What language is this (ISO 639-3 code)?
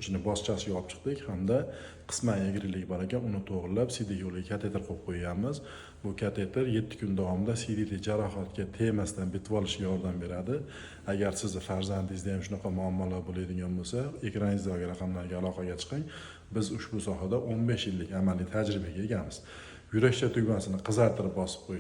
uzb